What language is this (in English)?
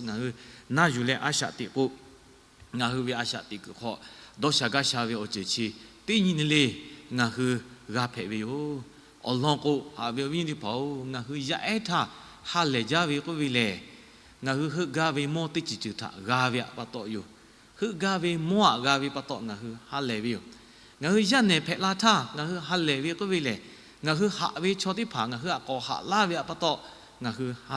Lahu